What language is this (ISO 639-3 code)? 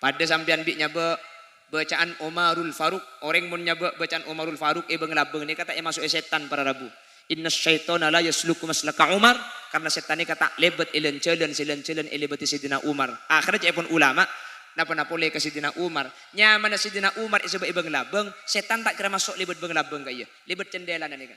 mad